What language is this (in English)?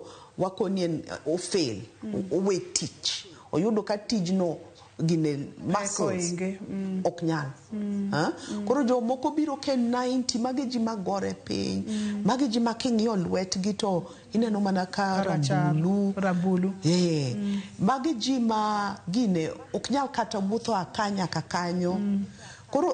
Luo (Kenya and Tanzania)